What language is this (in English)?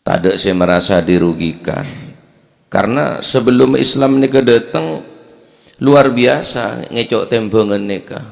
Madurese